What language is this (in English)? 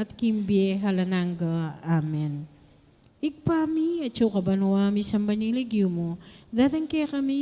Pampanga